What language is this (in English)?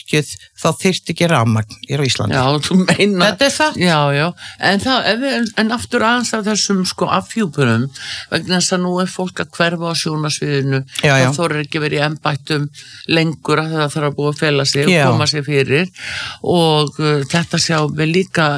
Icelandic